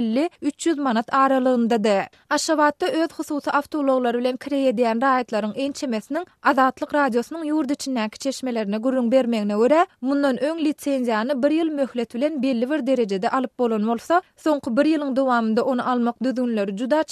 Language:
Turkmen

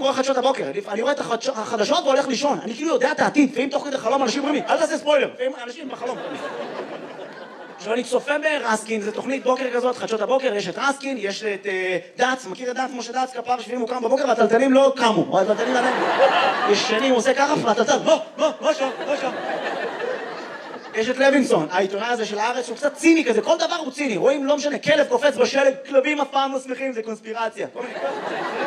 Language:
Hebrew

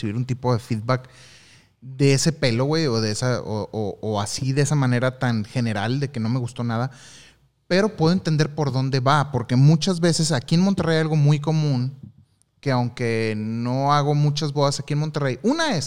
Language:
Spanish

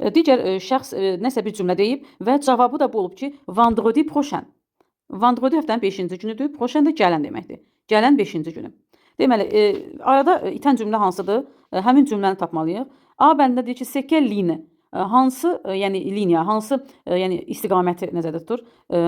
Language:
Azerbaijani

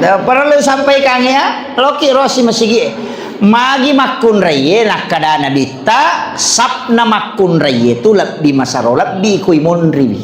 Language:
Buginese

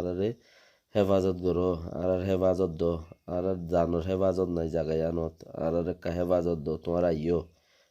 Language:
Rohingya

